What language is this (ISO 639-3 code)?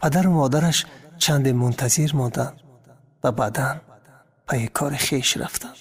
tgk